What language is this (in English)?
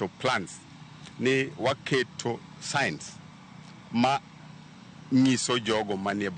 Luo (Kenya and Tanzania)